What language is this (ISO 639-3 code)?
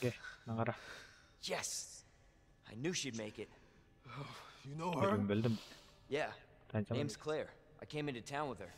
kaa